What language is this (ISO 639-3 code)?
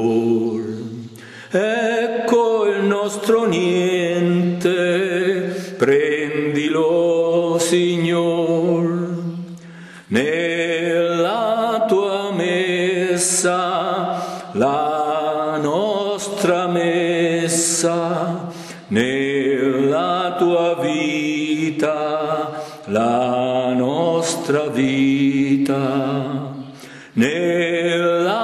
ita